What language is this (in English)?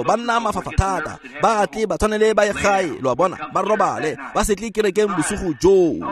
Tswana